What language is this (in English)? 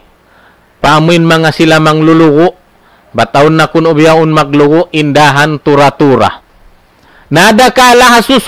Tausug